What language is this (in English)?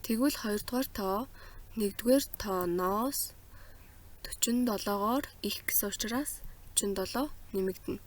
Mongolian